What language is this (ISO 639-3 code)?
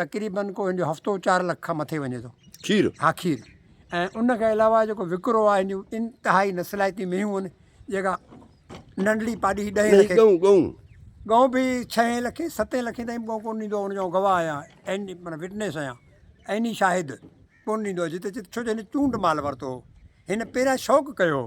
snd